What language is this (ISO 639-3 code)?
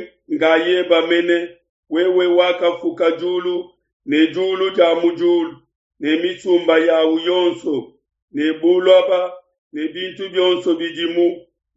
lua